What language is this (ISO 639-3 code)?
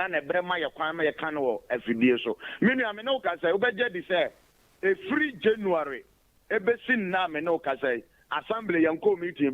aka